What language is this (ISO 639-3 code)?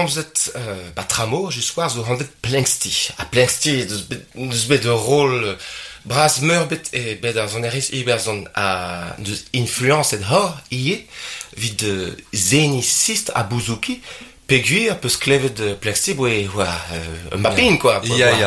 bre